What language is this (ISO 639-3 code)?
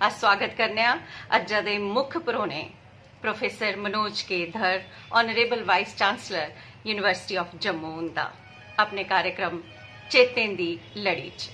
doi